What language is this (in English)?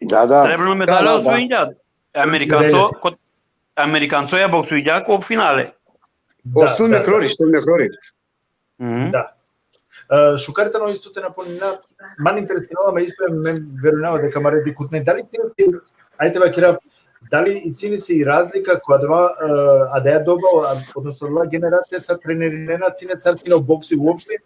Balkan Romani